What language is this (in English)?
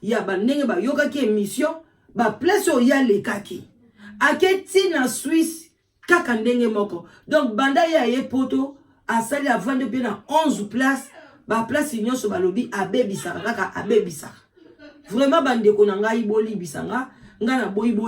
Lingala